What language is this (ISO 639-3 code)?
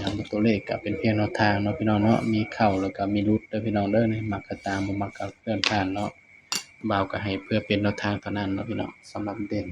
lao